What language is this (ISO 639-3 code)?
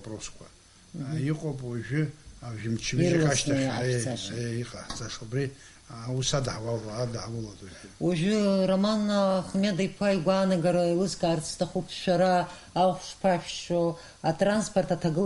abk